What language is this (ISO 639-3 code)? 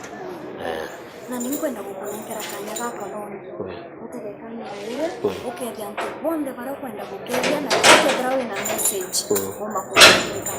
mer